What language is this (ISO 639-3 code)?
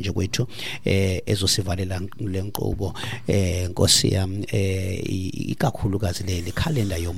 xho